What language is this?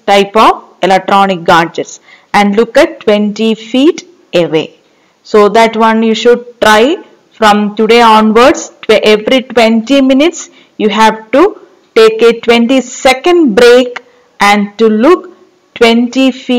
English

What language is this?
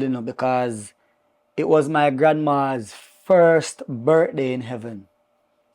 Jamaican Creole English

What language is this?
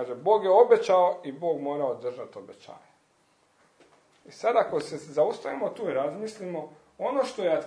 Croatian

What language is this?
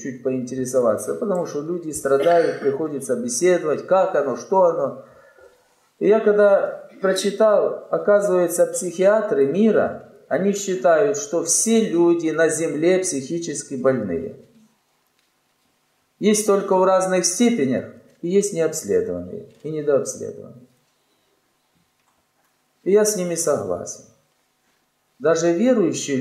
Russian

